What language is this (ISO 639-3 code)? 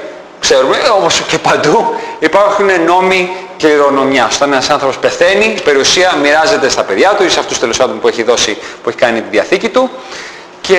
ell